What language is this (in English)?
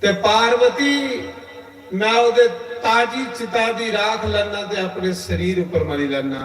Dogri